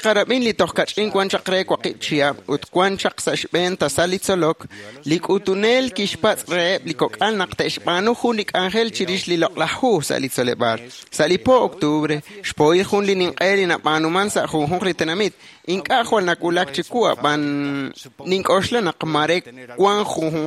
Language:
Kekchí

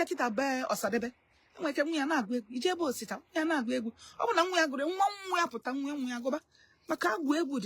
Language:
Igbo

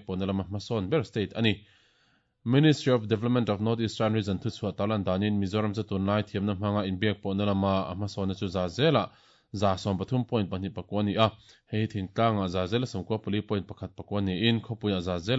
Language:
Mizo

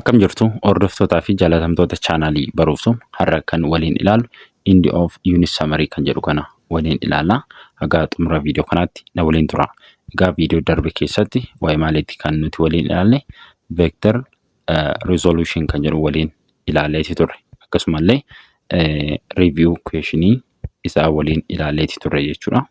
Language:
Oromo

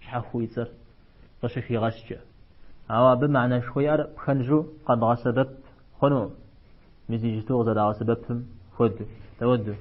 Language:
Kabardian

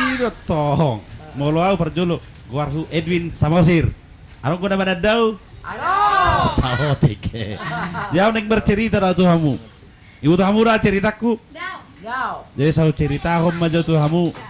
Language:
Batak Toba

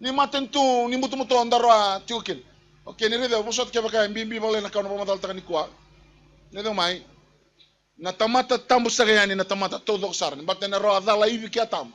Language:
Fijian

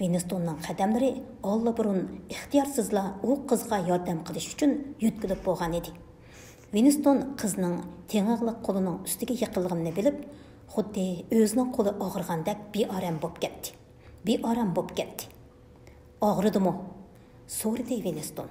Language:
Uyghur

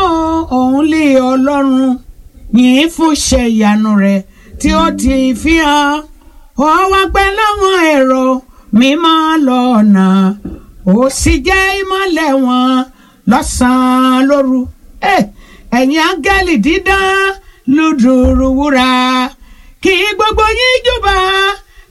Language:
Yoruba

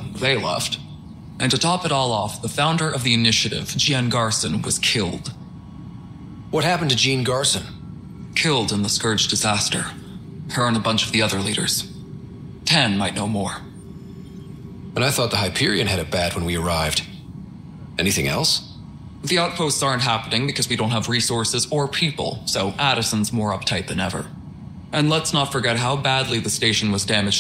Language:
English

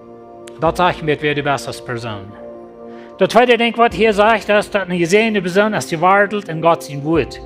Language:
Plautdietsch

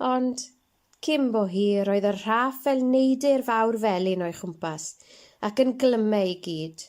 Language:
Welsh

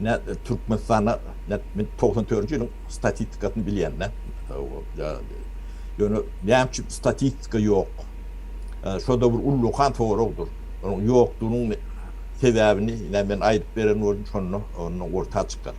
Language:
Turkmen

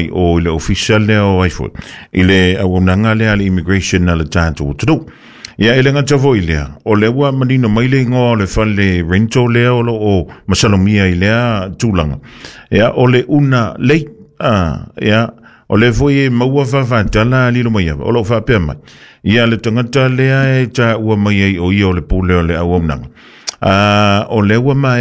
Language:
Samoan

